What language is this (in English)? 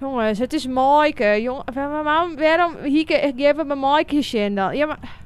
Western Frisian